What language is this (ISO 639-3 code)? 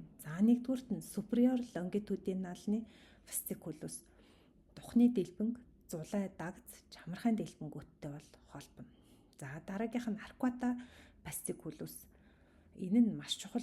mon